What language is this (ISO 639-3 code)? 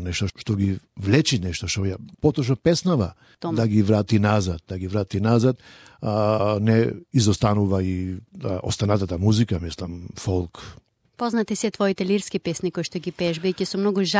mkd